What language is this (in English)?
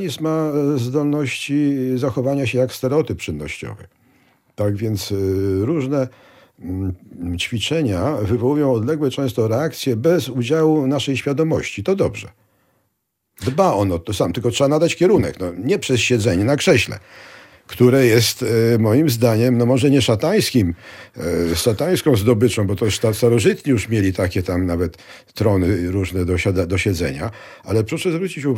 Polish